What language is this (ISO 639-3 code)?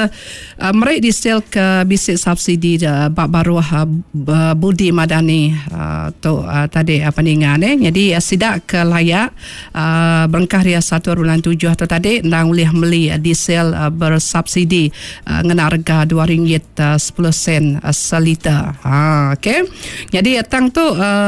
iba